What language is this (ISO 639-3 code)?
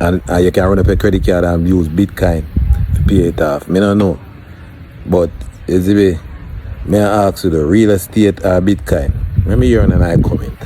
jam